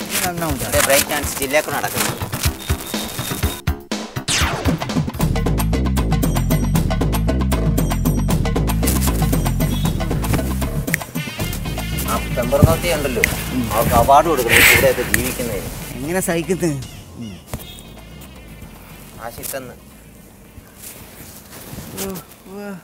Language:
Malayalam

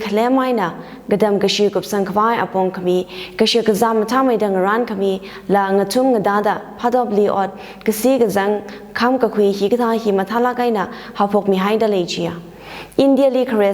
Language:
Tangkhul Naga (India)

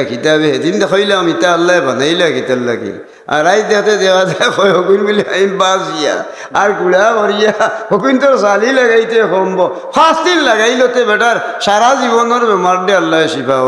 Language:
Sylheti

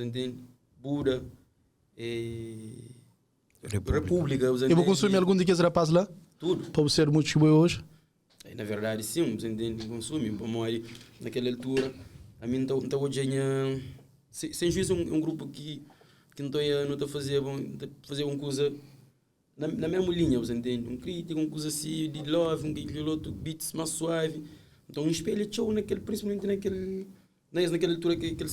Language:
Kabuverdianu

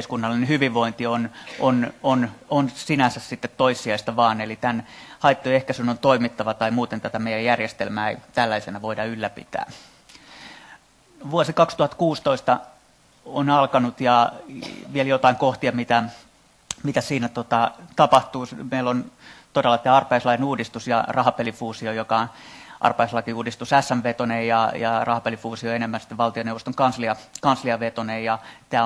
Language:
Finnish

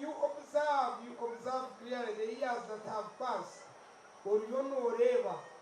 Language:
Nyankole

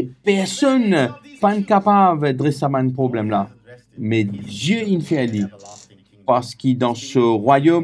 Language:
Morisyen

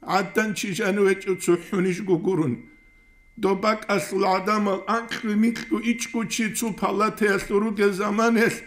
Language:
Avaric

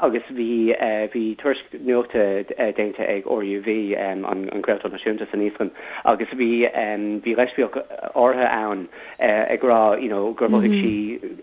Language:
Irish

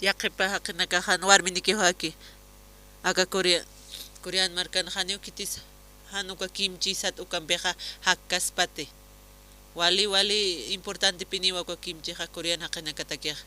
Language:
Aymara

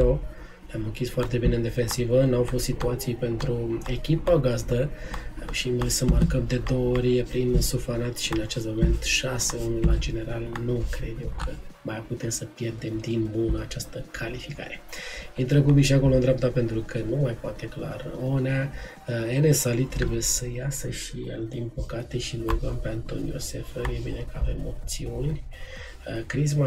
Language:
Romanian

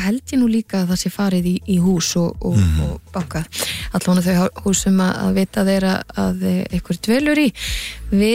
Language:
Icelandic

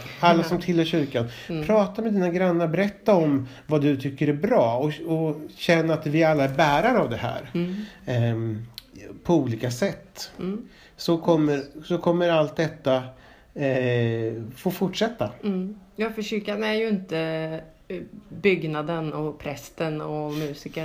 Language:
Swedish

